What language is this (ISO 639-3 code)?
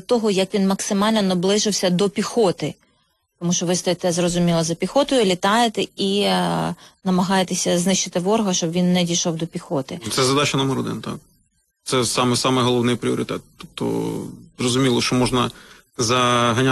ukr